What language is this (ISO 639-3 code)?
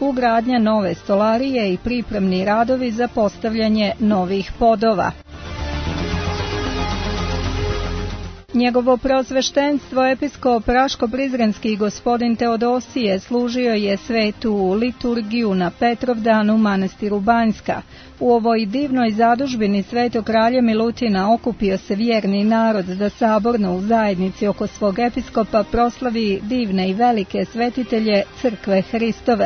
srp